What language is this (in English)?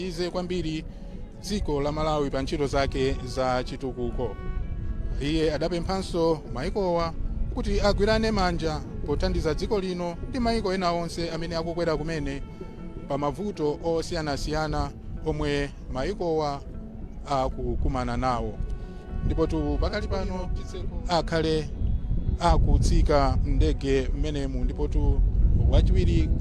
Nyanja